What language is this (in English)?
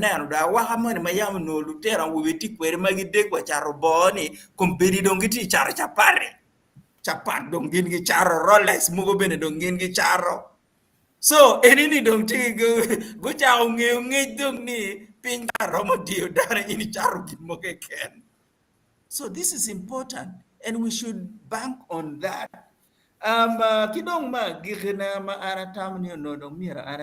Acoli